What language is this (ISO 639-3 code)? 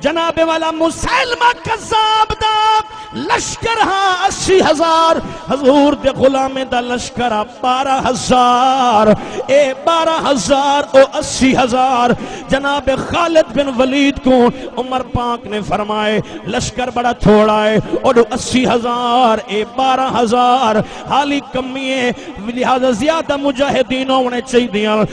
skr